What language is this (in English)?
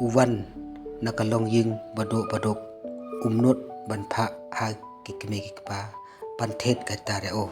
Khasi